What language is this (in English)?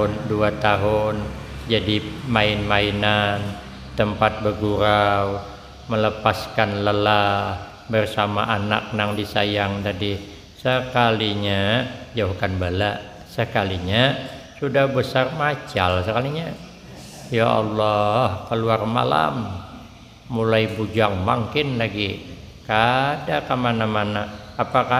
Banjar